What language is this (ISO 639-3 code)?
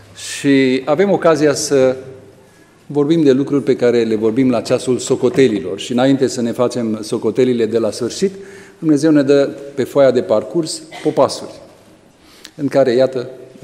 ron